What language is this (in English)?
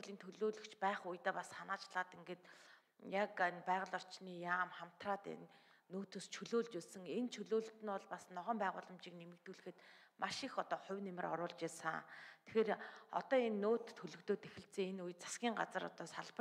Mongolian